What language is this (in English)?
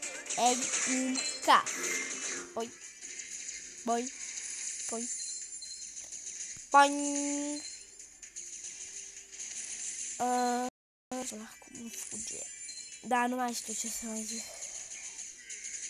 Romanian